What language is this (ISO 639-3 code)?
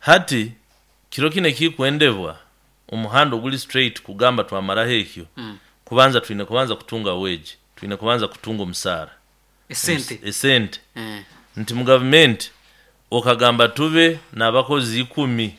nyo